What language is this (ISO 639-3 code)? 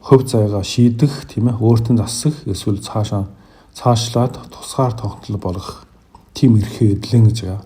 mon